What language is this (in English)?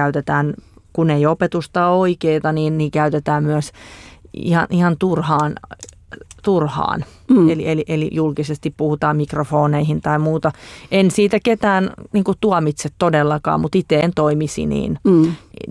Finnish